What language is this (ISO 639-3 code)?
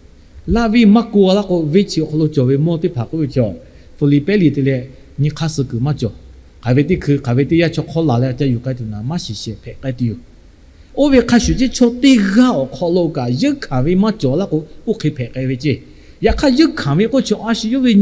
lhu